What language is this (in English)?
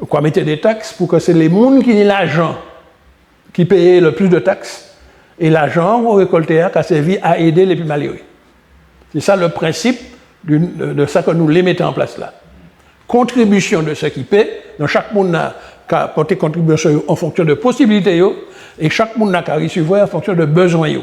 Guadeloupean Creole French